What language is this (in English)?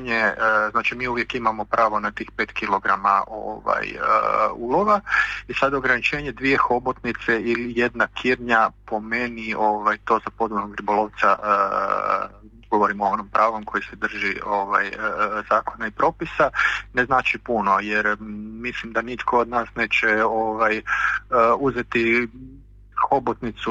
Croatian